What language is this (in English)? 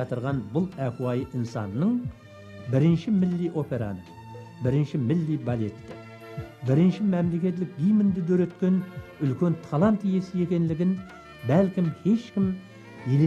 Kara-Kalpak